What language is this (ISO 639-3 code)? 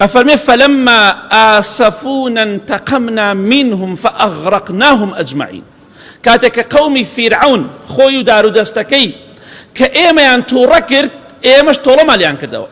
ckb